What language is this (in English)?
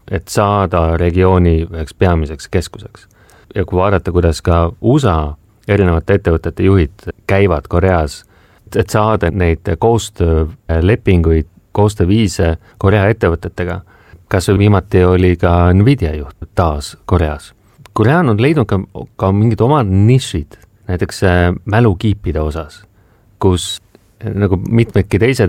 Estonian